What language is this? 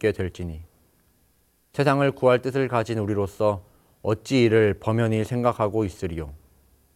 Korean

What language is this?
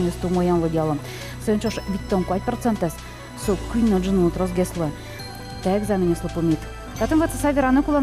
Udmurt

